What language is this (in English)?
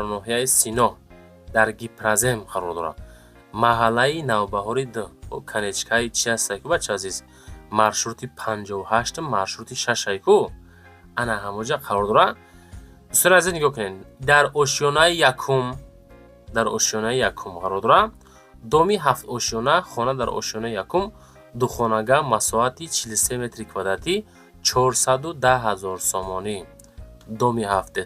Tajik